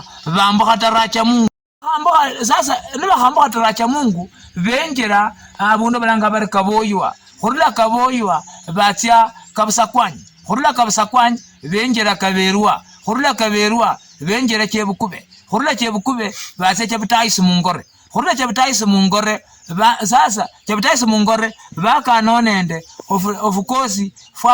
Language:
Luyia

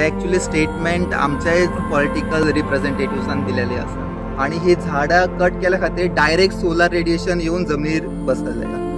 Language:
Konkani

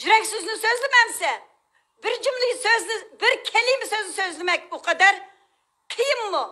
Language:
Uyghur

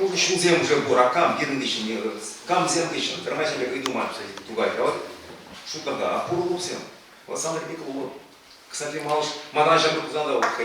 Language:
Chuvash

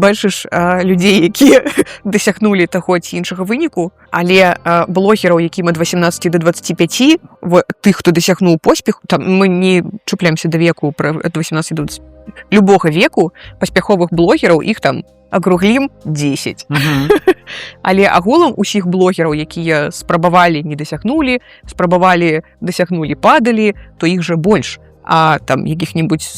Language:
Belarusian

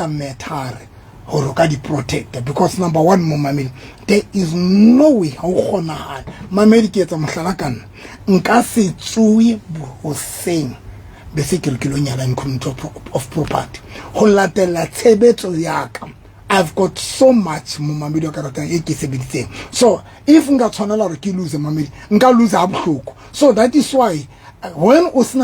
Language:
Southern Sotho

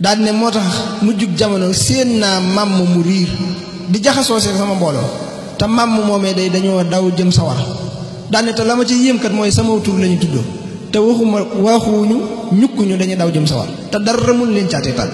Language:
Wolof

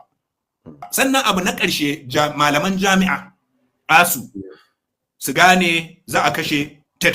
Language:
Hausa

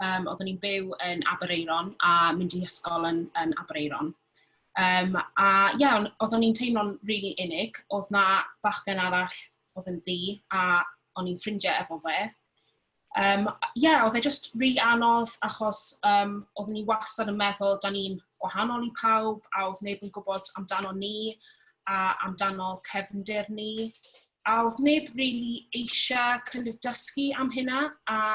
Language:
Welsh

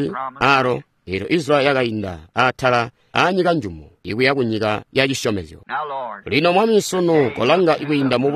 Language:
Tonga (Zambia)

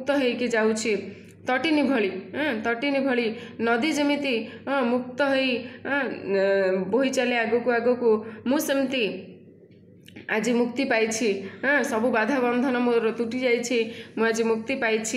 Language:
Odia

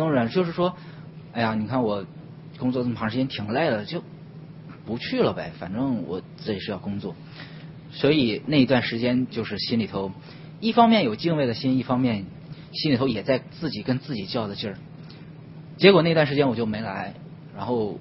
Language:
Chinese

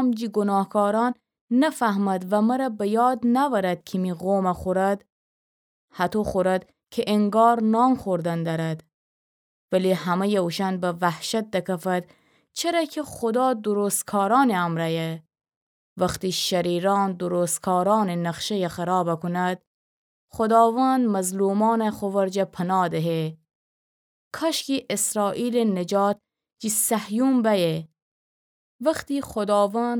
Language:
Gilaki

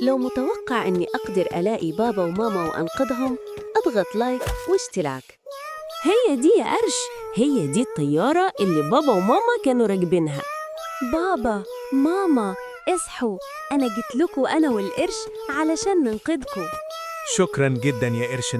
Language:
Egyptian Arabic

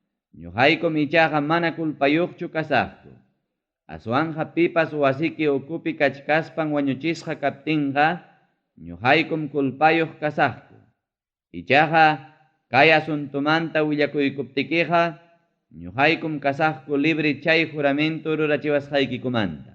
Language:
Ayacucho Quechua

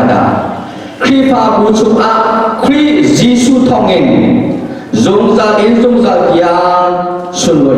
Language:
Falam Chin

